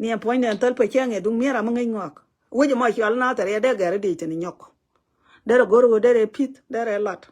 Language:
Nuer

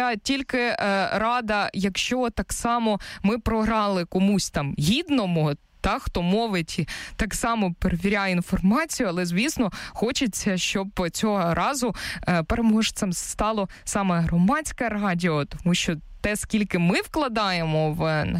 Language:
Ukrainian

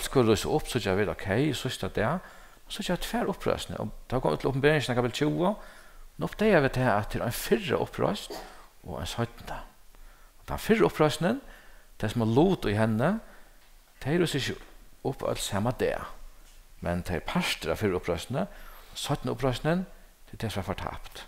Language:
Faroese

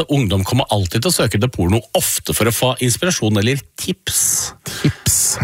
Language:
Norwegian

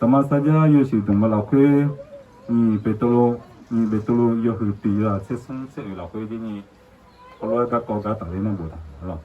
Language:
Akha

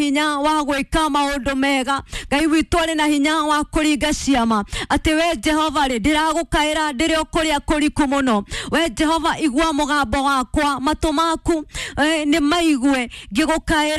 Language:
Kikuyu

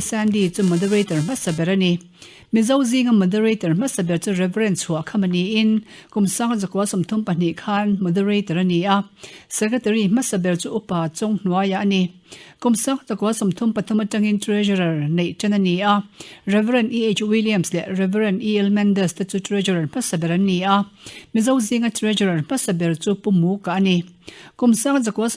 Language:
Mizo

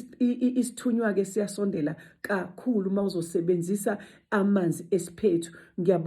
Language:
Zulu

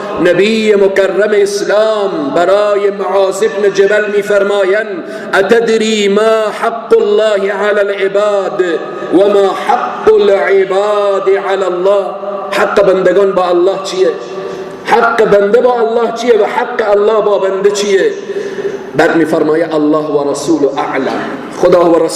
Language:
Persian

